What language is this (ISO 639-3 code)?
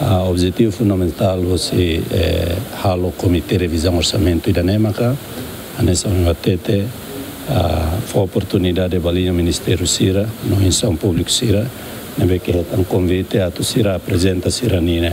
tet